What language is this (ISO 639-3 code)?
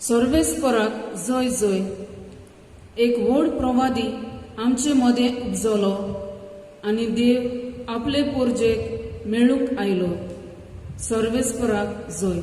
kok